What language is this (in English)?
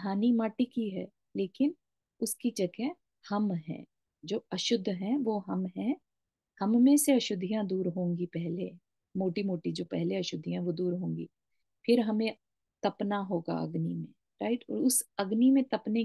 Hindi